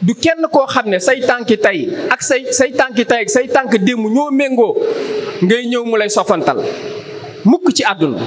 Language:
Wolof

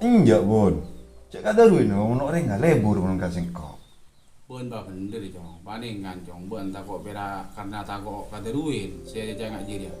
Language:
Madurese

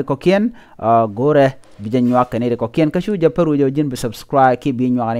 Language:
Nuer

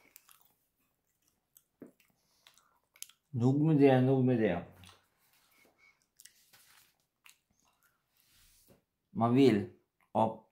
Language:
Swedish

